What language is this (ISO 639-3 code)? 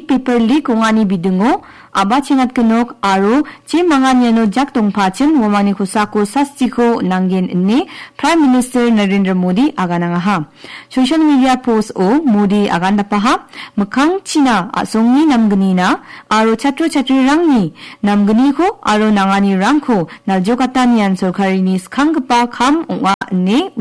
grt